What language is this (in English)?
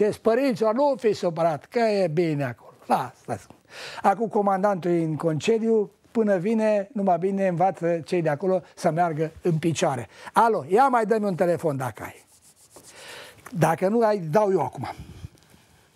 Romanian